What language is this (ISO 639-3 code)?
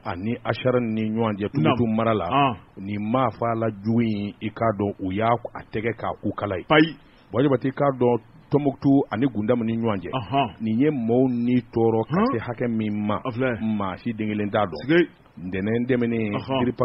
bam